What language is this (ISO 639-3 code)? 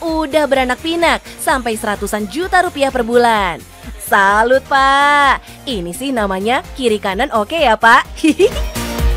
ind